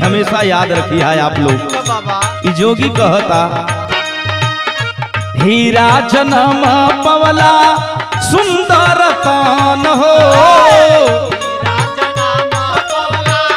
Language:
Bhojpuri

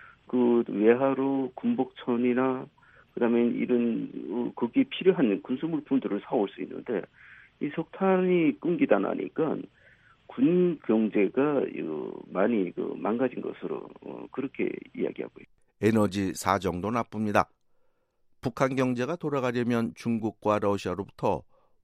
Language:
Korean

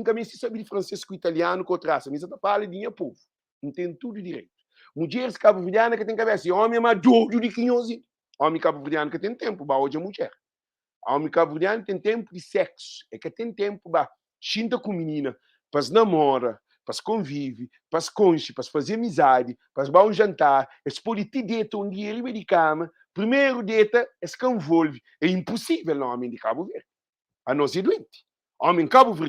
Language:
Kabuverdianu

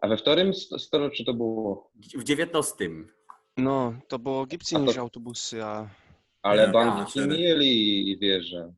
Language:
Silesian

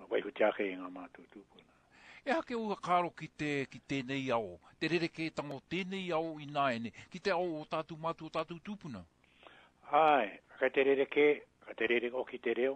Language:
Māori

